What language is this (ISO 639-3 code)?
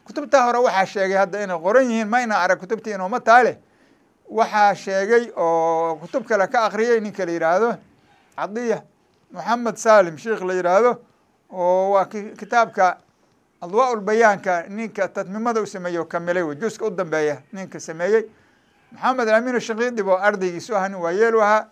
som